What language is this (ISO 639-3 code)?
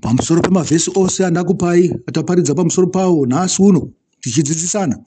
sna